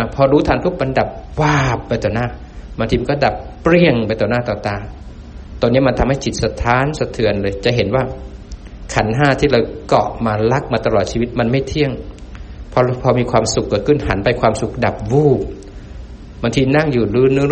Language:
Thai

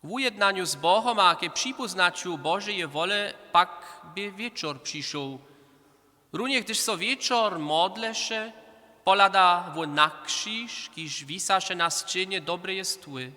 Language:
Upper Sorbian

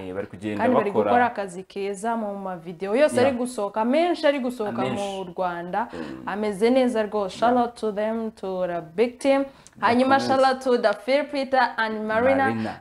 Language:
Kinyarwanda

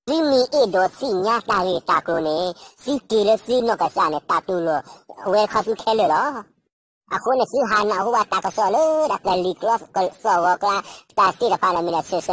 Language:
S'gaw Karen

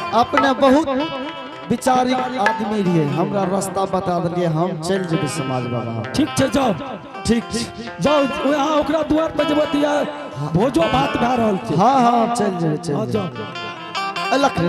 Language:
Angika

